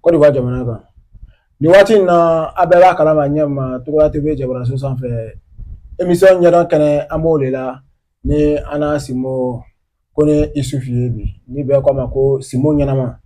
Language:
Bambara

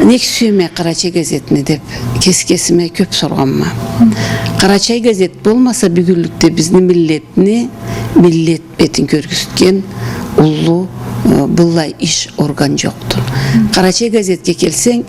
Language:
Karachay-Balkar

